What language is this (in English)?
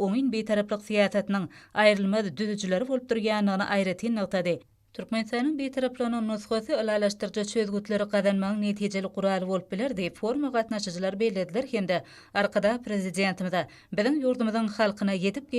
Turkmen